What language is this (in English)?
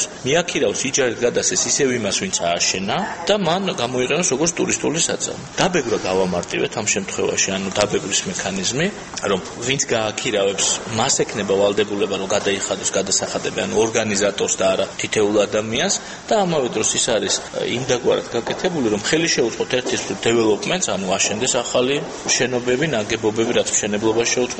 Georgian